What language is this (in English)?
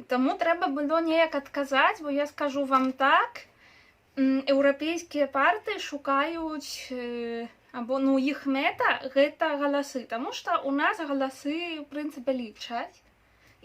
Belarusian